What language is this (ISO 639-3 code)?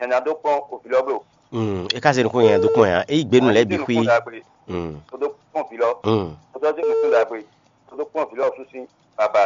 fon